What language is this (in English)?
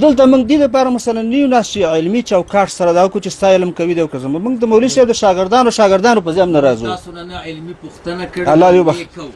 Pashto